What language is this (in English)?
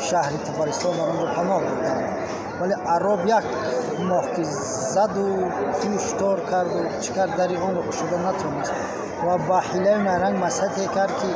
Tajik